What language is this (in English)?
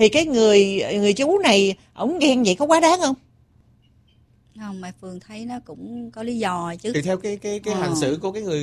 Vietnamese